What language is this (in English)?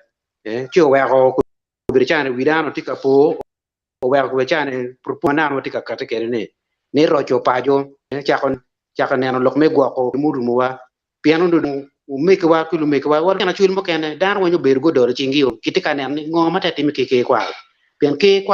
Acoli